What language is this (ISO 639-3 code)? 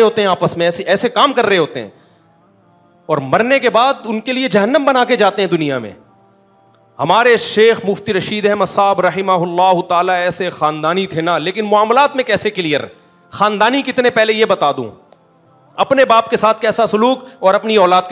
urd